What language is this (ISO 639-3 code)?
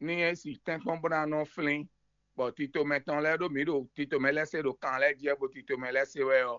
fon